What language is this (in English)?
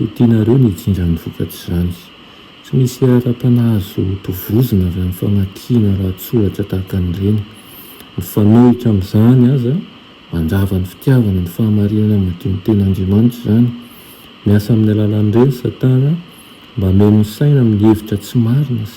Malagasy